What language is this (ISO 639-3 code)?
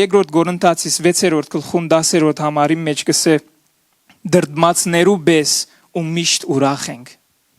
hyw